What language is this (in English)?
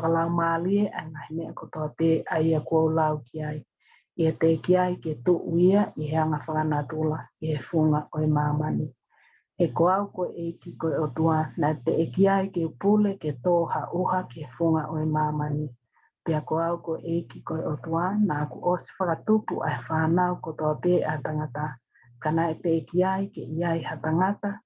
Tongan